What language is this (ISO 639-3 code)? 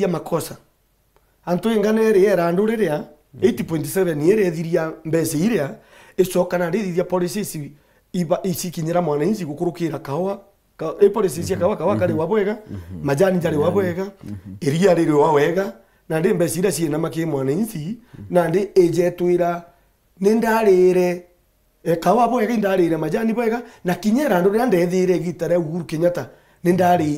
mer